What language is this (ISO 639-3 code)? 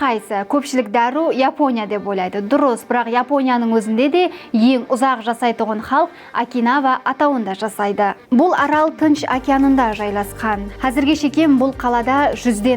kaa